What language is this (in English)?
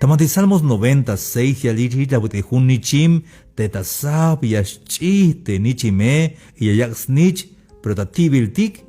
Tzeltal